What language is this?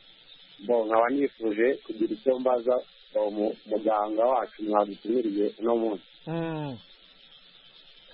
Kinyarwanda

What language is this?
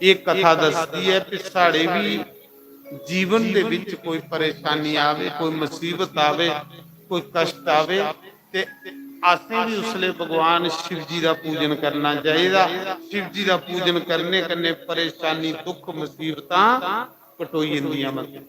Dogri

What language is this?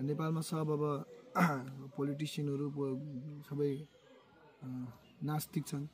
Nepali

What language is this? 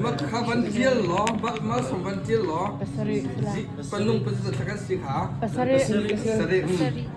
Hakha Chin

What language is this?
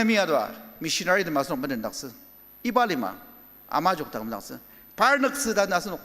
Ao Naga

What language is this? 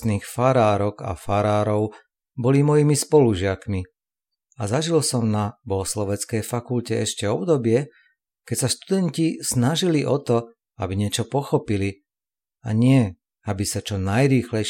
Slovak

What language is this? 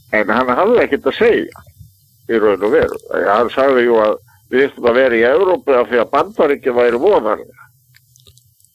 Icelandic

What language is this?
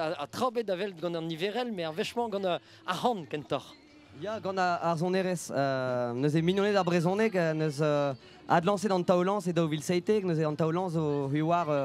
Breton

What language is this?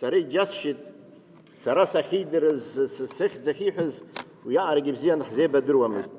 Abkhazian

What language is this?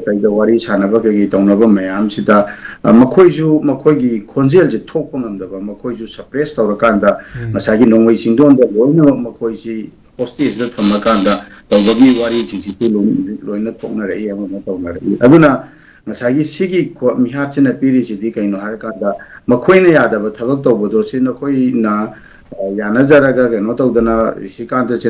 Manipuri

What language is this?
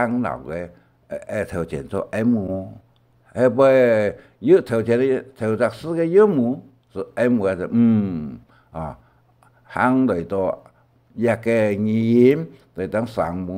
Hakka Chinese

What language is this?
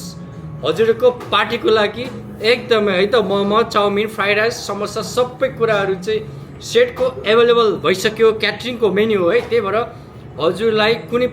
Nepali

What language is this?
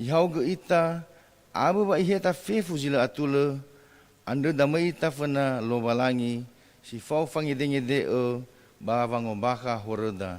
Nias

